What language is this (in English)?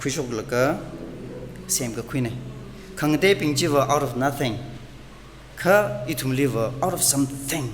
Tangkhul Naga (India)